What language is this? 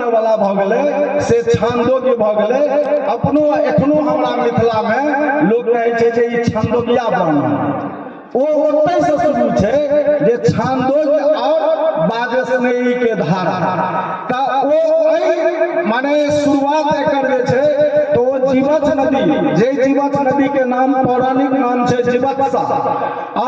Maithili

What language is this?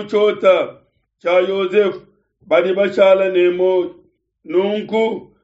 Luba-Lulua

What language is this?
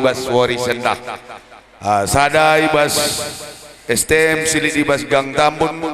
Batak Karo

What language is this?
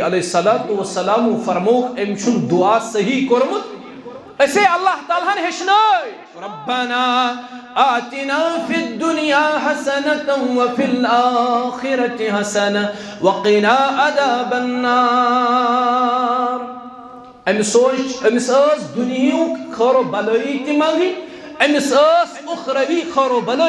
Kashmiri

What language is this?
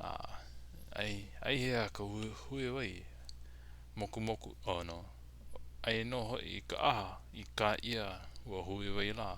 Hawaiian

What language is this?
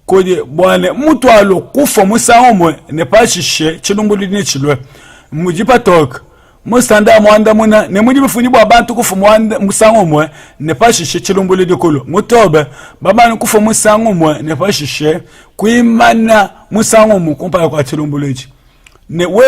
Luba-Lulua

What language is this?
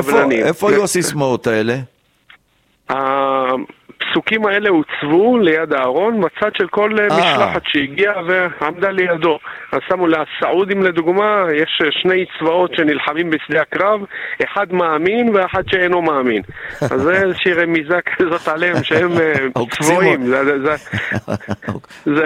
Hebrew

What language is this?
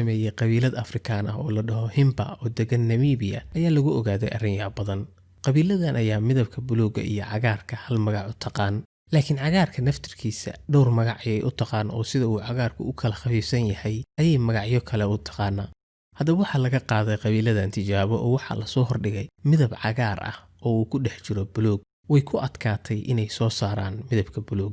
Somali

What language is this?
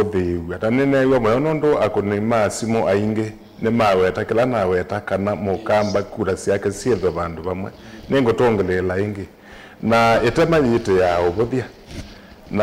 Kamba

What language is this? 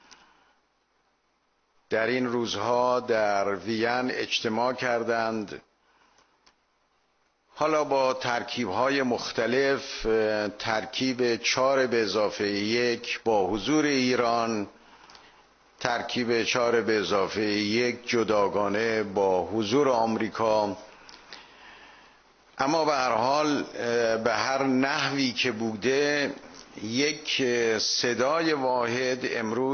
Persian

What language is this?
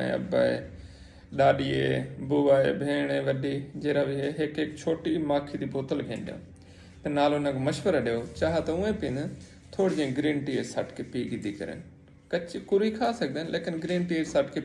Saraiki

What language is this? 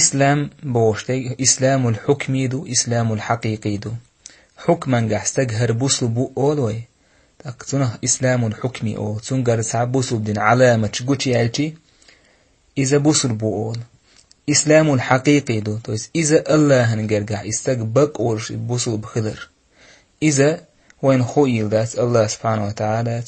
Chechen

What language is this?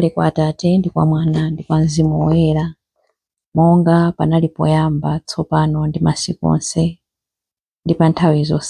Nyanja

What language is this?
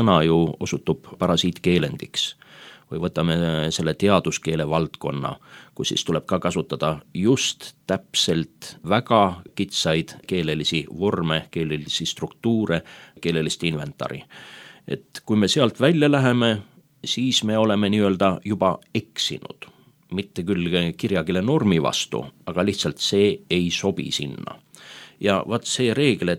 Estonian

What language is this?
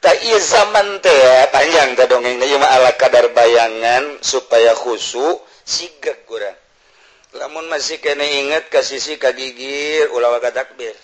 Sundanese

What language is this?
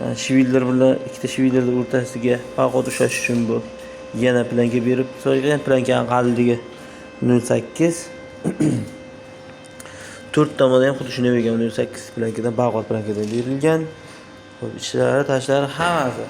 Uzbek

